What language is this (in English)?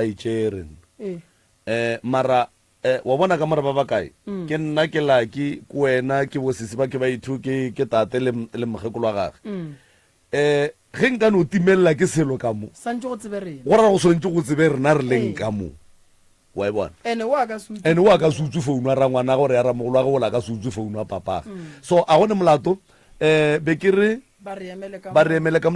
Northern Sotho